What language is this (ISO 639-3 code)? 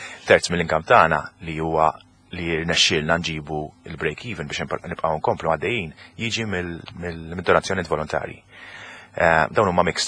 mlt